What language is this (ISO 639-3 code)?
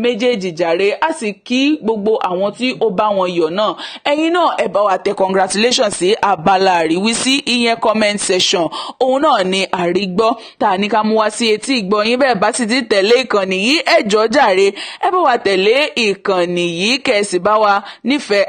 yor